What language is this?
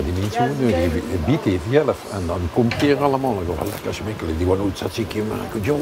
Limburgish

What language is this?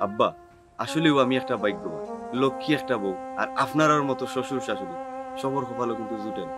Sylheti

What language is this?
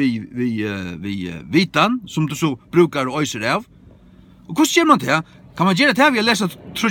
Faroese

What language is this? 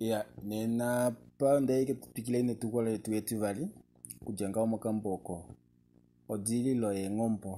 Kuanyama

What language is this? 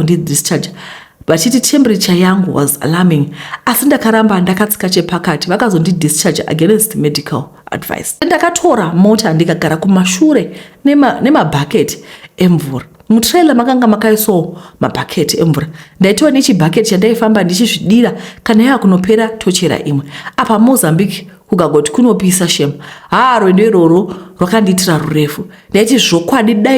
Shona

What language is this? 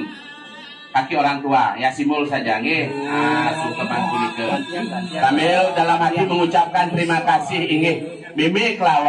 Balinese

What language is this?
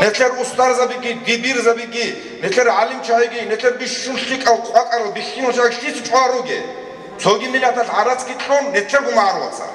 Avaric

